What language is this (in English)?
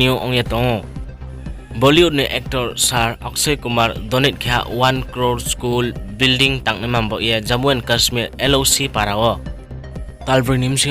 Riang (India)